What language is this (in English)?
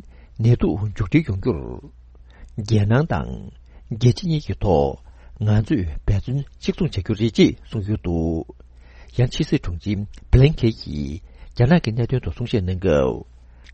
Tibetan